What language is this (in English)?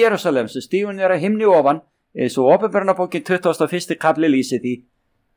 Icelandic